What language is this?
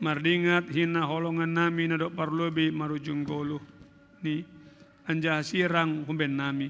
Batak Simalungun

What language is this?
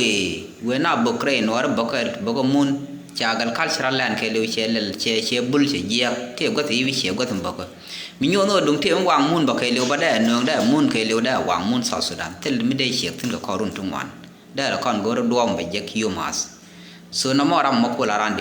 Nuer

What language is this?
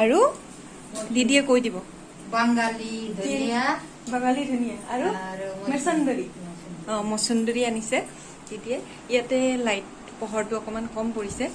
Assamese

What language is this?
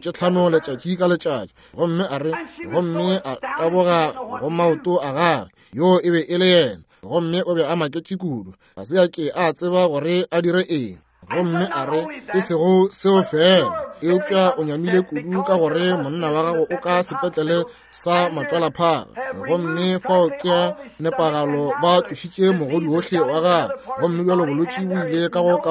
Northern Sotho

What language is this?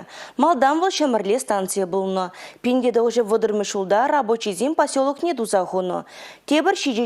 Chuvash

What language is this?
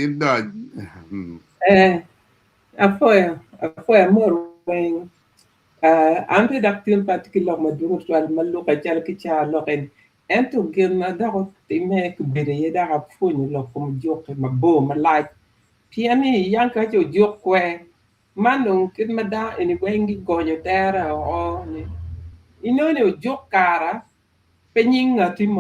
Acoli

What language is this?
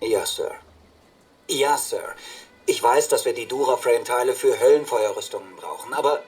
Bavarian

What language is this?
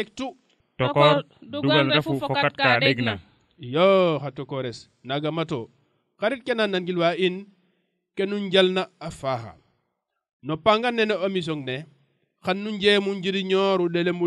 Serer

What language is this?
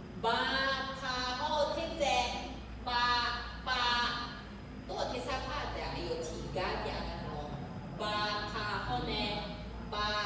Akha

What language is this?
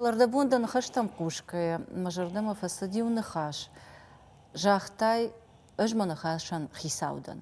Ossetic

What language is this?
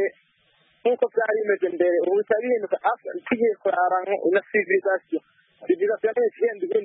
Kinyarwanda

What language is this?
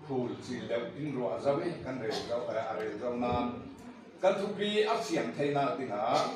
Falam Chin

